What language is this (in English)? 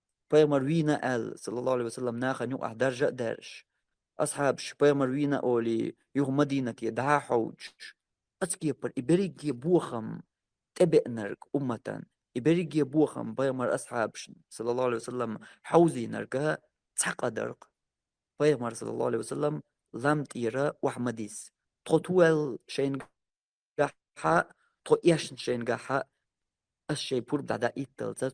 Chechen